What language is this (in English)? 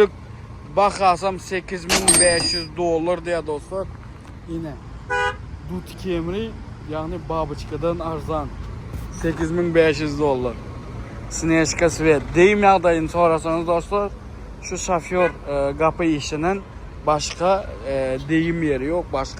Turkmen